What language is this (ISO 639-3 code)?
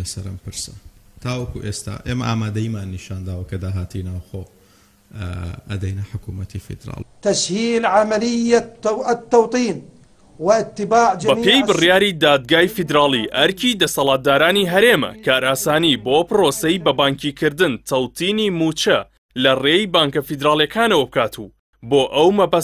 ckb